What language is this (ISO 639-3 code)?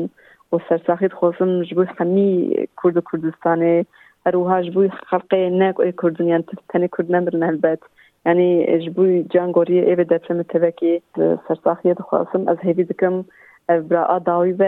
kur